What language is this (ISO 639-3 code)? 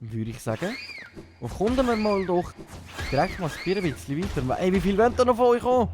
gsw